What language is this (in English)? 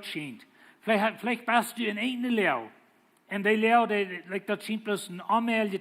Plautdietsch